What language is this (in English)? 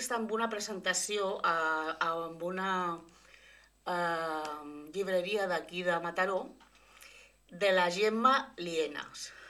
Catalan